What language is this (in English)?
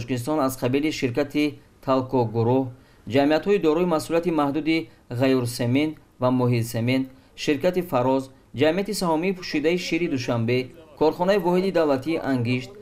Tajik